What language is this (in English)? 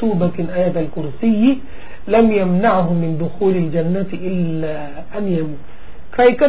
Thai